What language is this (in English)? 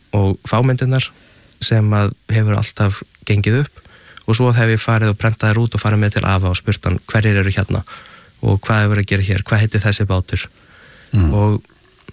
Icelandic